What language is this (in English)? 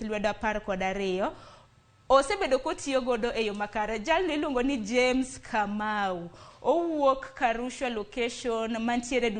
Luo (Kenya and Tanzania)